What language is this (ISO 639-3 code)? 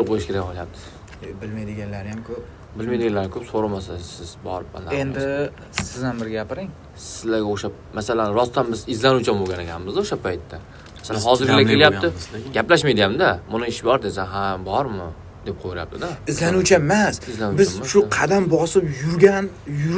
uzb